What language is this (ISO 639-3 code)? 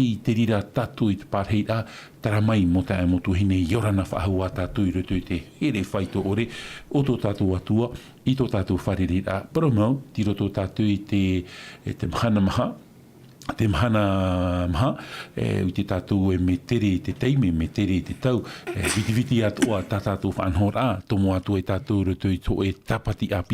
tah